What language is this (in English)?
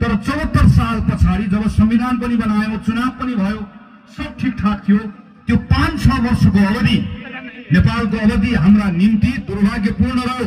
Nepali